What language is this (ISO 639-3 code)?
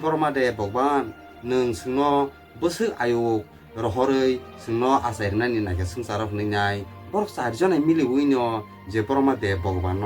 trp